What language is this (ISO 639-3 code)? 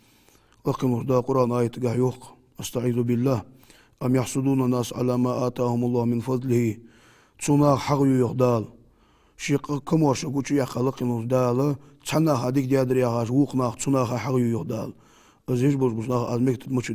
inh